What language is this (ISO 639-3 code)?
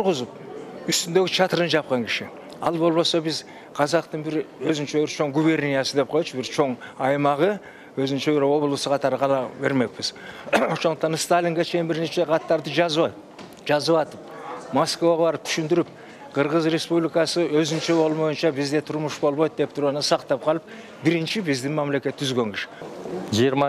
kir